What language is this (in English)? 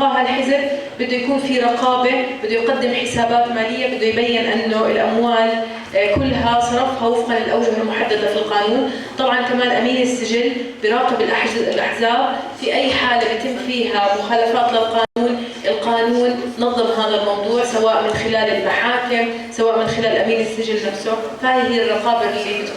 North Levantine Arabic